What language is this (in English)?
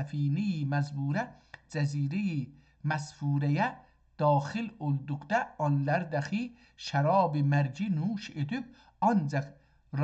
South Azerbaijani